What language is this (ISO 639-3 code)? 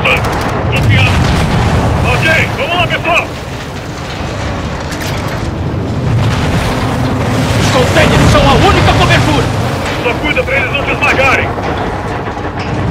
por